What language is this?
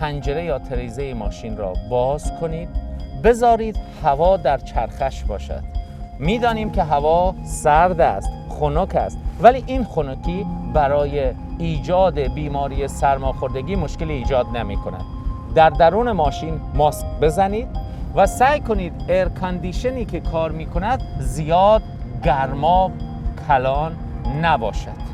Persian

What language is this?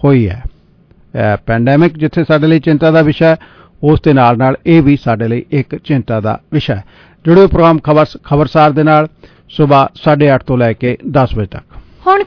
Punjabi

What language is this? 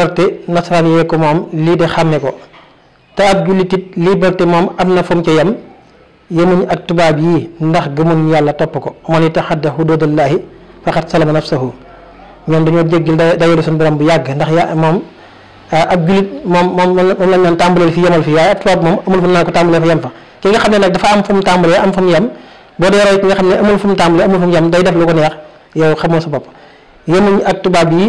Wolof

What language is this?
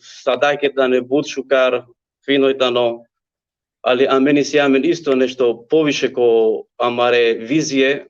Balkan Romani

